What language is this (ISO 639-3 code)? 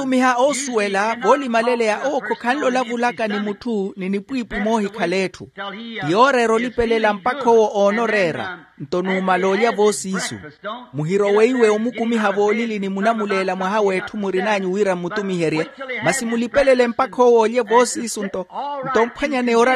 vmw